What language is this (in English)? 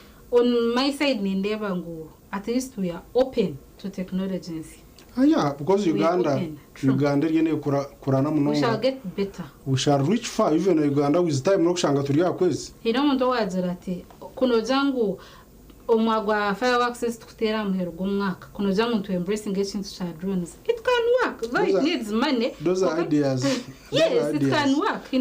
Nyankole